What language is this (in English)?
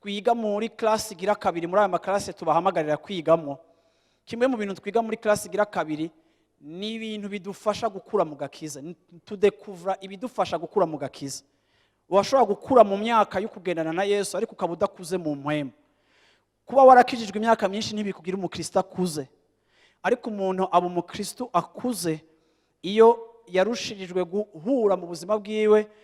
Rundi